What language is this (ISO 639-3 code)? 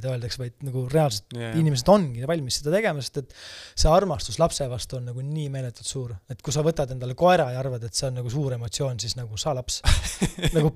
est